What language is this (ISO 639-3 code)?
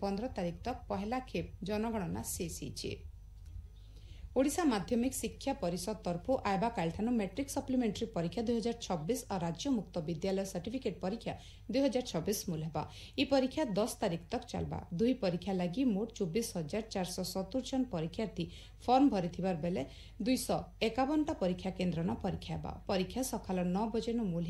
ori